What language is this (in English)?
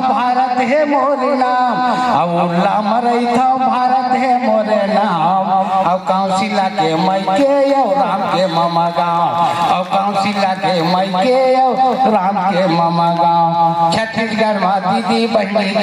Chhattisgarhi